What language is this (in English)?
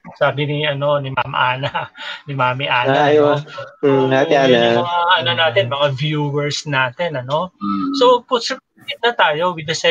Filipino